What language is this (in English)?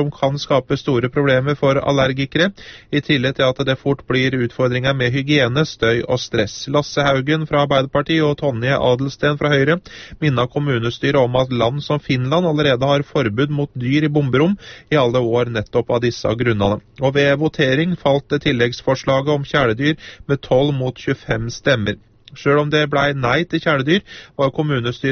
Norwegian